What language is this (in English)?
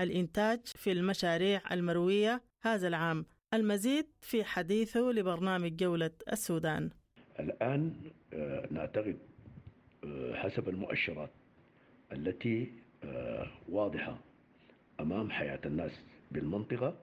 Sudanese Arabic